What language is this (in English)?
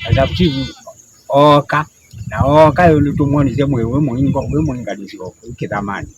Kamba